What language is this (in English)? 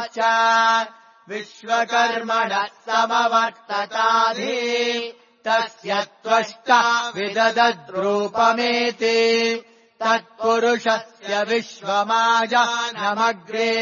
Sanskrit